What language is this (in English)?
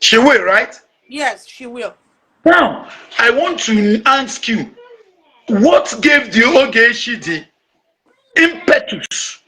Igbo